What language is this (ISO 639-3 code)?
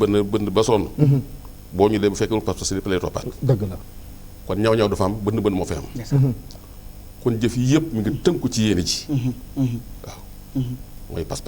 wol